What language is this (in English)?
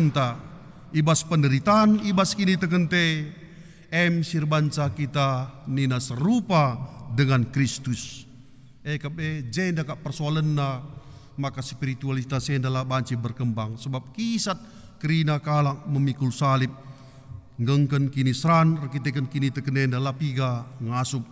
Batak Karo